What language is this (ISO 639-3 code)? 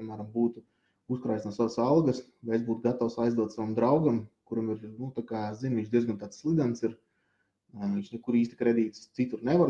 lav